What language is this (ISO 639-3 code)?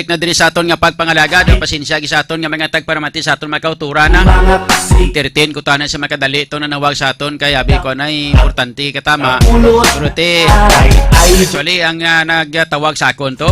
hil